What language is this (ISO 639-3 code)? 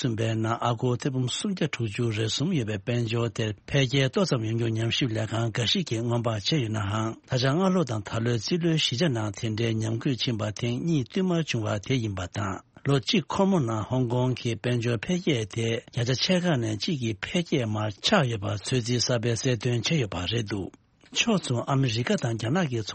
bod